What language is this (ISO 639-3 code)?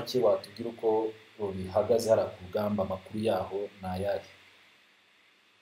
kin